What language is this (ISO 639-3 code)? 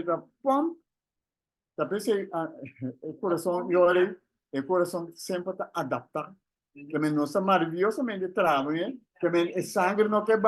pap